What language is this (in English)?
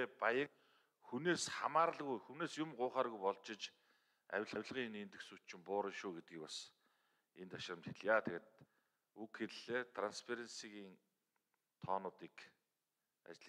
Mongolian